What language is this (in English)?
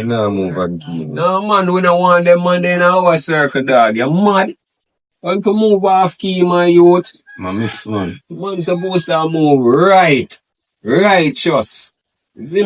Jamaican Creole English